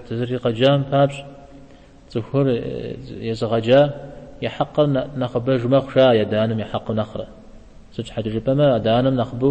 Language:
Kabardian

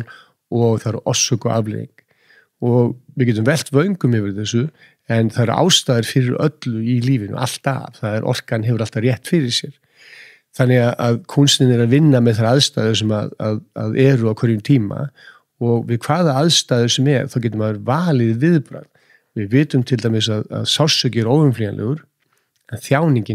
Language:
Icelandic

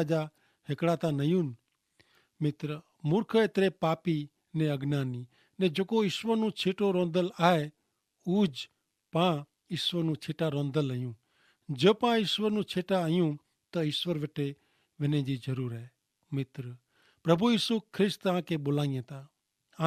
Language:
Kachhi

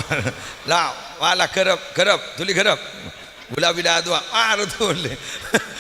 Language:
Madurese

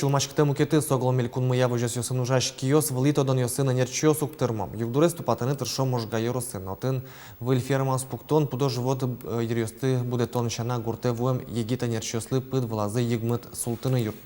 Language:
Udmurt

